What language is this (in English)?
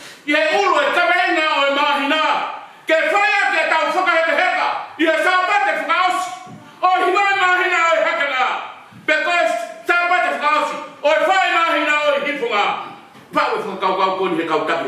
Tongan